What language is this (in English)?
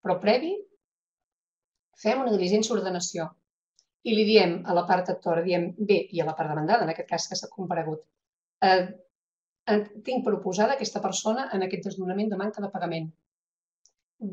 Catalan